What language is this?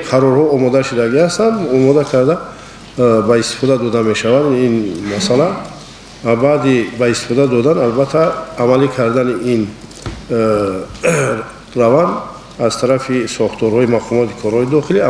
Tajik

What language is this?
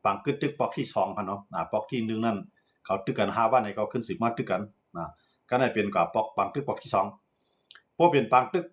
Shan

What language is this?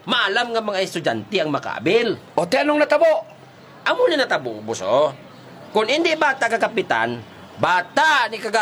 Hiligaynon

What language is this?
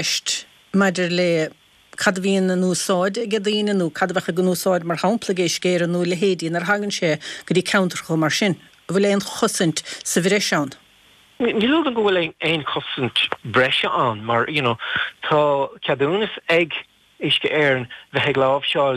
Irish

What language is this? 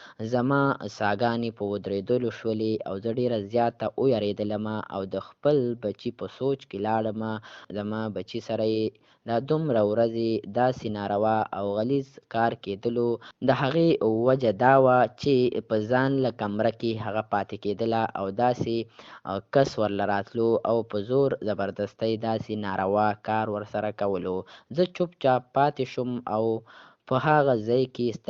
Pashto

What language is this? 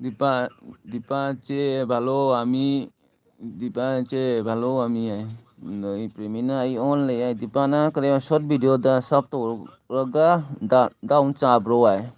Manipuri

